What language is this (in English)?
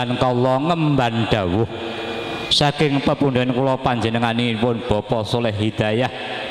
Javanese